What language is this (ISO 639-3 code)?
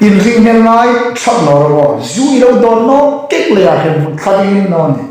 hmr